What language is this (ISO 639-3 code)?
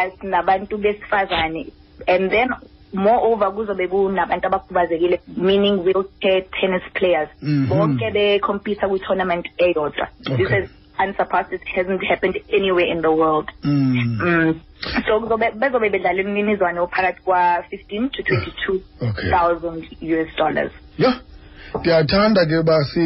xho